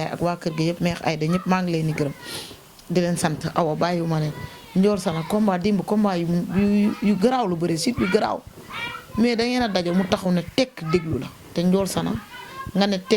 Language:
Wolof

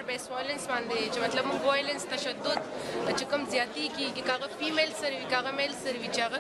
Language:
Pashto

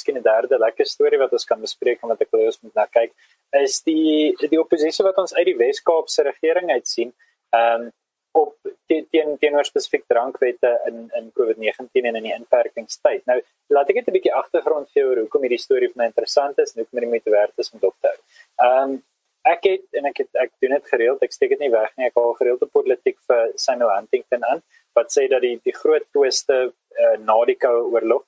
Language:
Afrikaans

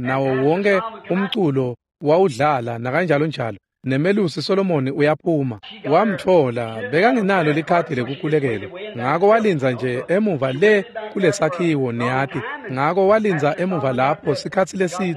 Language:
Swati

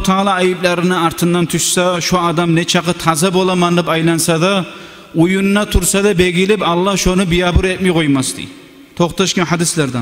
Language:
Kumyk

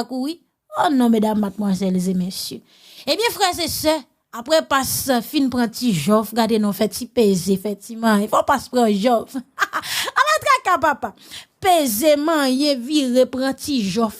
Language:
Haitian Creole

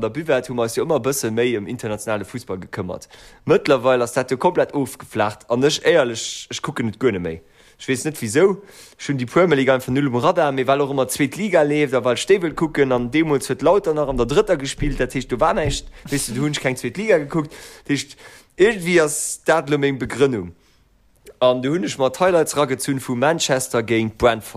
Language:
Luxembourgish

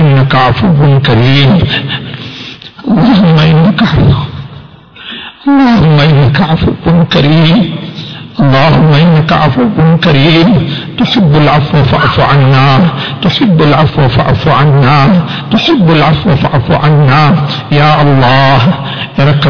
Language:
Tamil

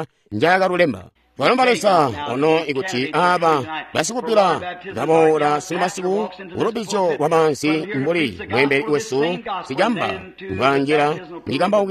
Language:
Tonga (Zambia)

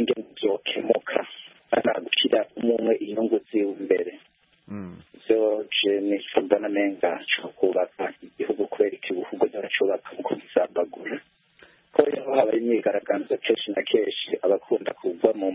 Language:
Kinyarwanda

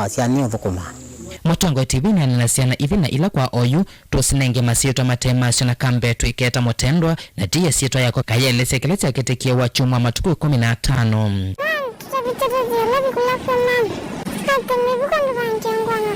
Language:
Kamba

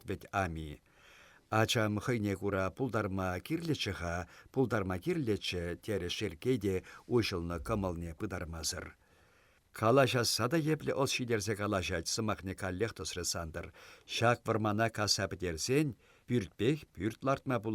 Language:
Chuvash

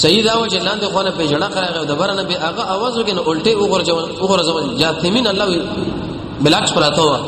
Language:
Pashto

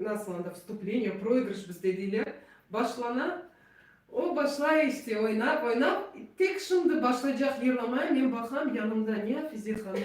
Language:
Crimean Tatar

